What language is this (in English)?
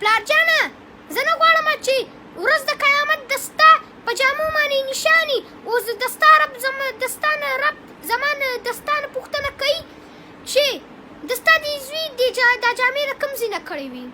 Pashto